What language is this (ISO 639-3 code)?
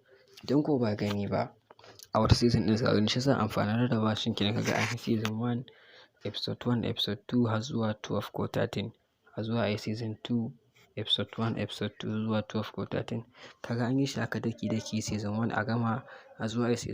hau